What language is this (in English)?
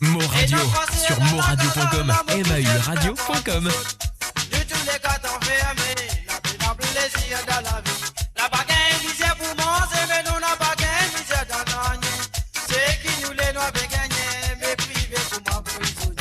Morisyen